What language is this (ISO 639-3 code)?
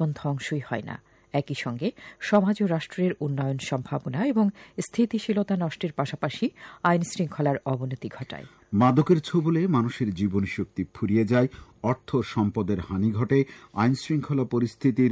ben